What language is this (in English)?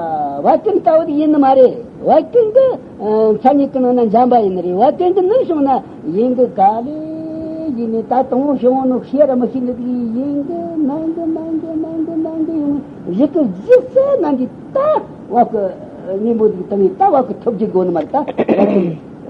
Tibetan